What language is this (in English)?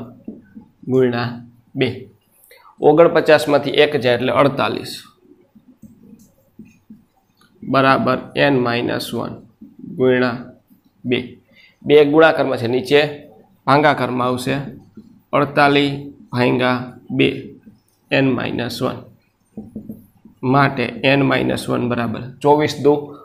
Gujarati